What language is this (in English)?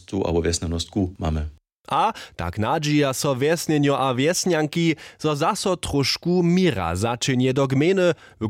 Upper Sorbian